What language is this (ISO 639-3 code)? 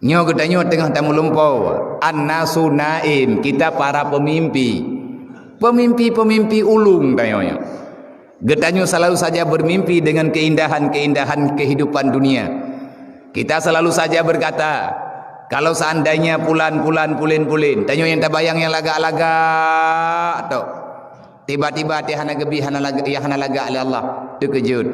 ace